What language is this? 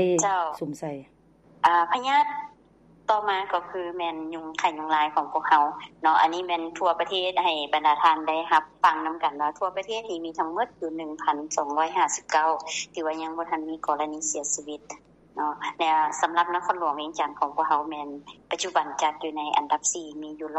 Lao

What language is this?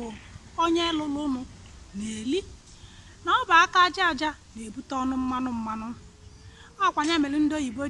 Igbo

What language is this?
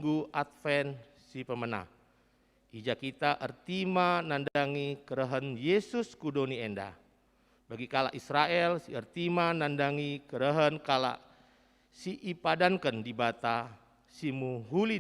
Batak Karo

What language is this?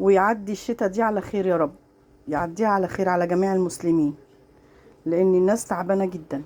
Egyptian Arabic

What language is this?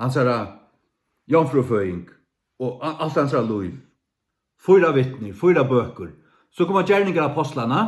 Faroese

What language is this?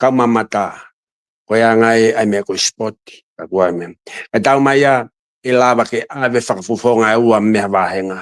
Tongan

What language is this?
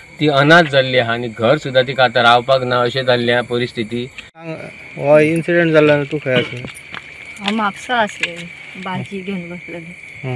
Konkani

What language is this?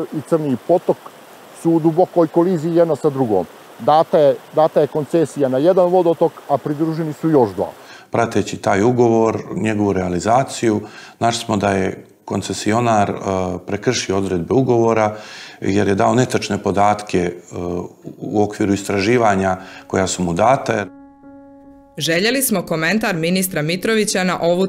Serbian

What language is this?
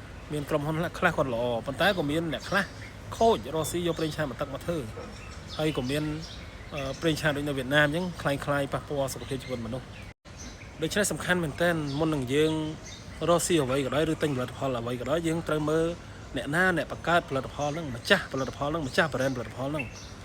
Khmer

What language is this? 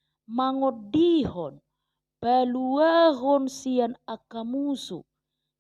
Batak Toba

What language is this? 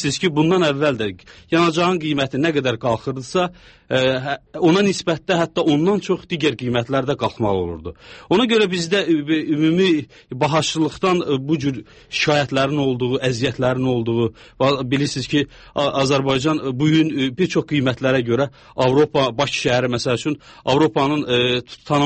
Azerbaijani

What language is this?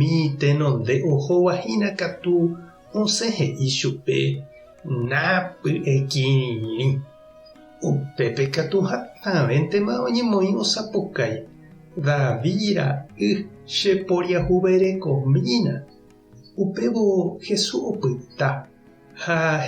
Guarani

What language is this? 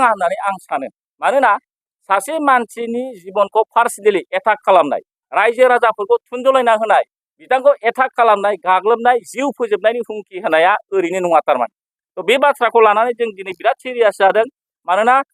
Bodo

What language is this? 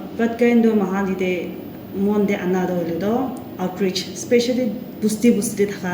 Naga Pidgin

